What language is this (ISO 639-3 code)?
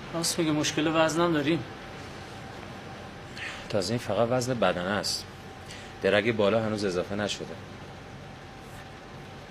fas